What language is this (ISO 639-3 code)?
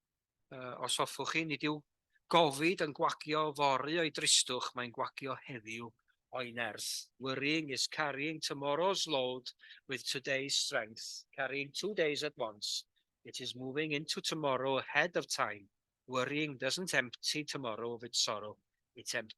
cym